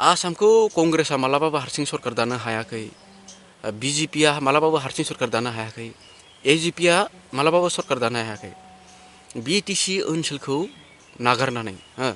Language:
Bodo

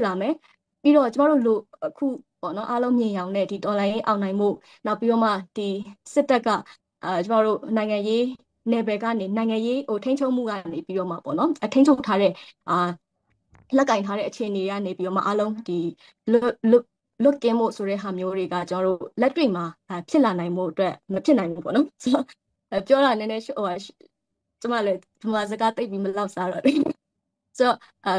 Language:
Burmese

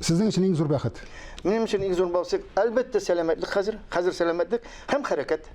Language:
Tatar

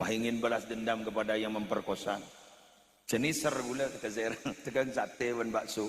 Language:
Madurese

